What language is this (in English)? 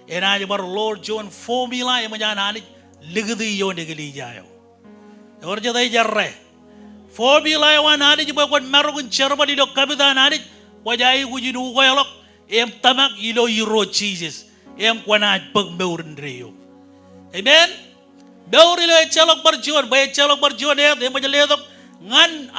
Marshallese